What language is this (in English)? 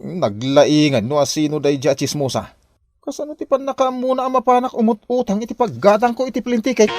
Iloko